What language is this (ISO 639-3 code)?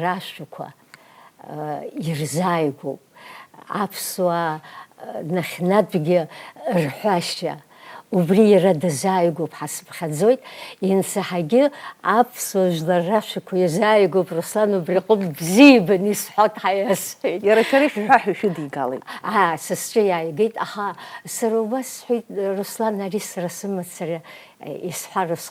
abk